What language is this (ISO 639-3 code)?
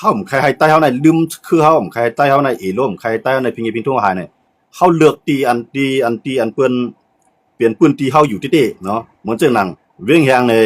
shn